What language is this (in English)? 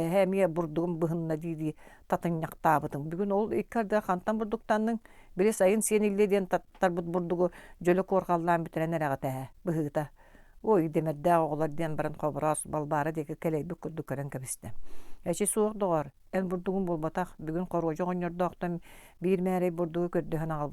Yakut